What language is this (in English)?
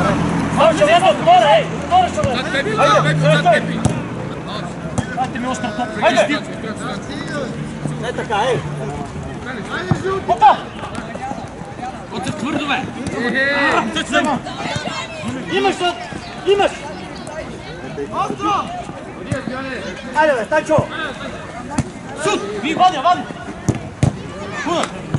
Bulgarian